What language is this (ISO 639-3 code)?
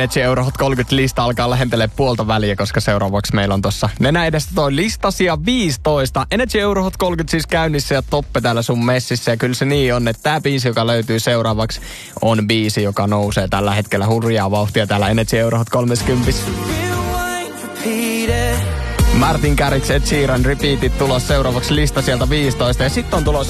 fin